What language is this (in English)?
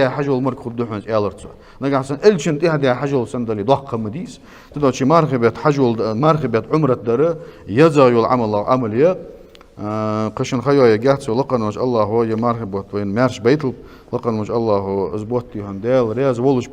Ingush